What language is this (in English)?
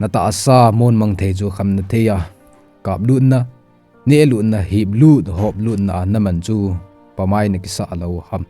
Thado Chin